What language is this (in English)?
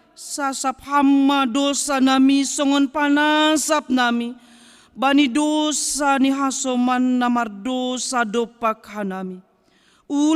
Batak Simalungun